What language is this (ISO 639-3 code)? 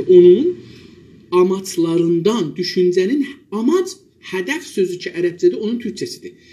azb